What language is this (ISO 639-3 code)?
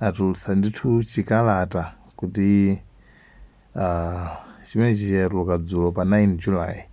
nya